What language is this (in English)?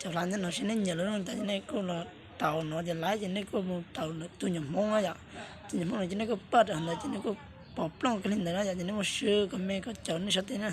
Hmong